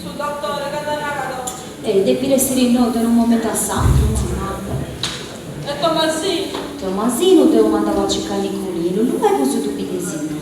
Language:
Sardinian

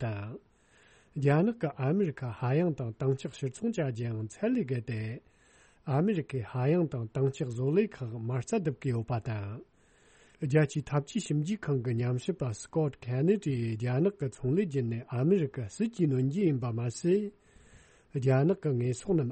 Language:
Tibetan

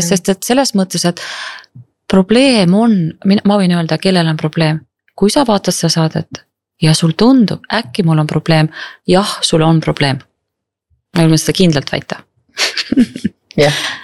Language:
Estonian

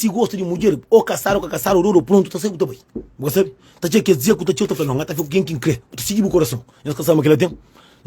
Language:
Kabuverdianu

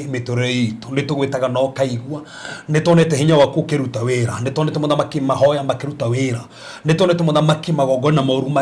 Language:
Kikuyu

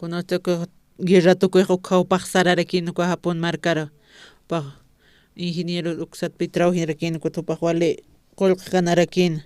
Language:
Aymara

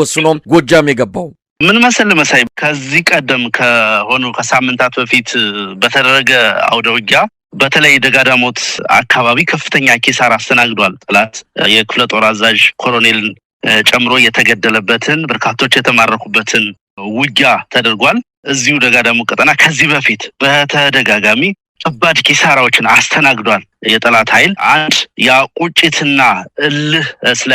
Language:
Amharic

